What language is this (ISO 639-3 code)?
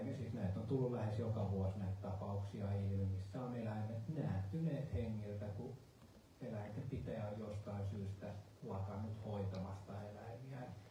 fin